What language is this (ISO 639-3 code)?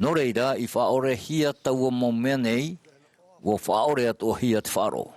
tah